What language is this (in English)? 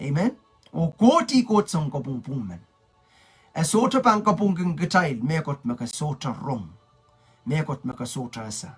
Pohnpeian